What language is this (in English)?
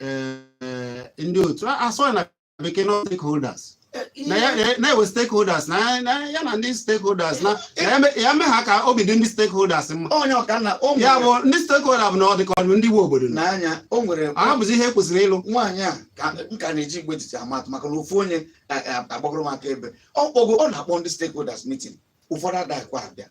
Igbo